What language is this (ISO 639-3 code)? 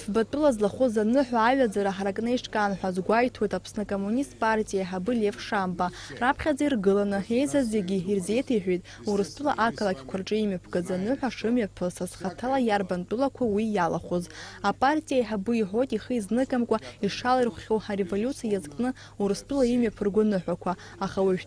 abk